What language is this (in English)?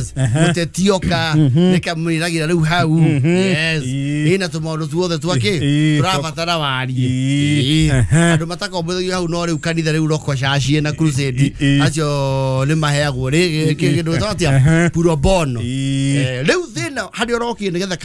Kikuyu